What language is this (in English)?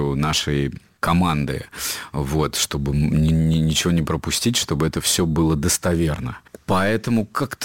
Russian